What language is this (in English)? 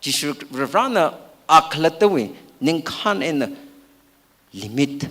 Tangkhul Naga (India)